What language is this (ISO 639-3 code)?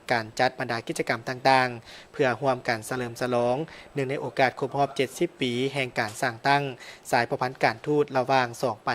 lao